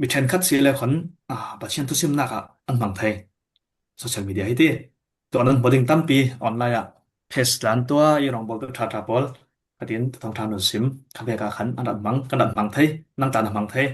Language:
Falam Chin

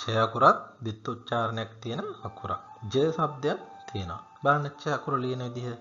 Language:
Sinhala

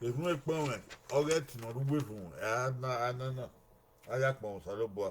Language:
Bini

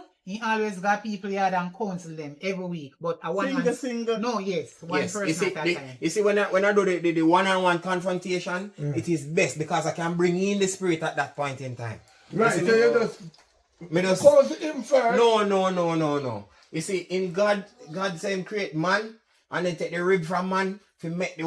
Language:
Jamaican Creole English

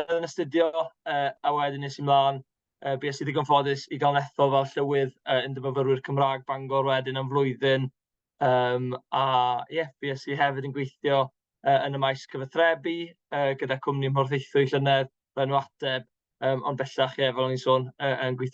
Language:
Welsh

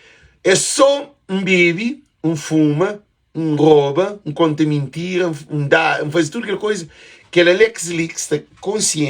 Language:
Kabuverdianu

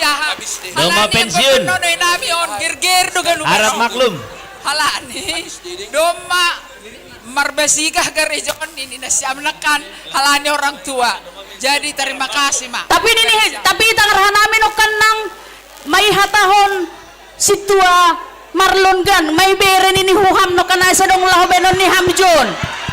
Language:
Batak Simalungun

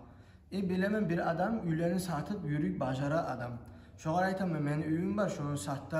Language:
Kumyk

